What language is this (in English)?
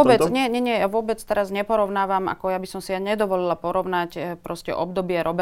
Slovak